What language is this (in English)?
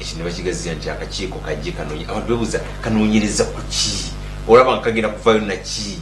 Ganda